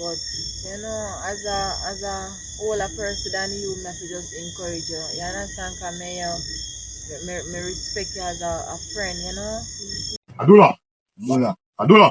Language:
Jamaican Creole English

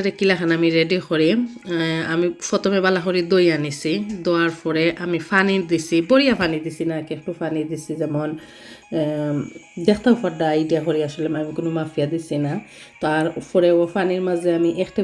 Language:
Sylheti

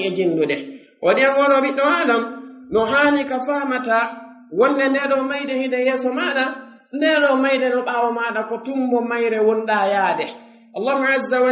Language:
Fula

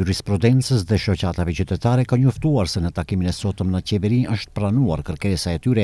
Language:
Albanian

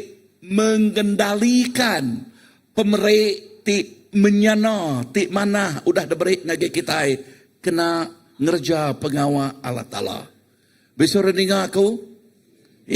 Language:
Iban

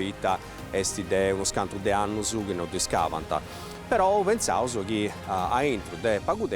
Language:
Sardinian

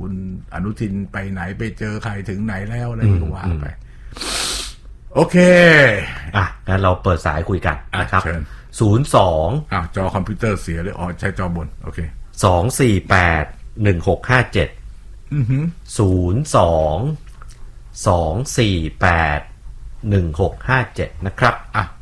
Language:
Thai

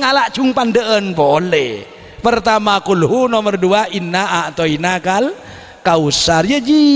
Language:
Madurese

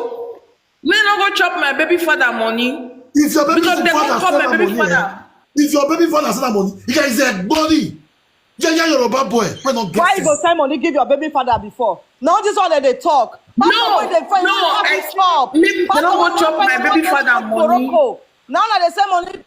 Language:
Nigerian Pidgin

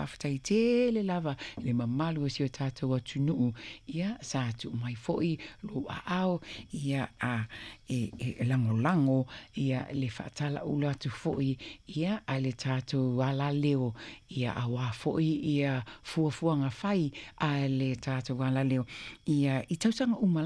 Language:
Samoan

